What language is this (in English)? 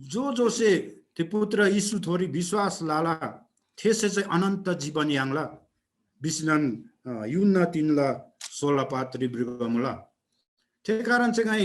Eastern Tamang